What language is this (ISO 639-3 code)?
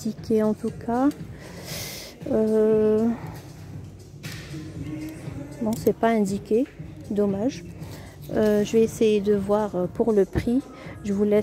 fra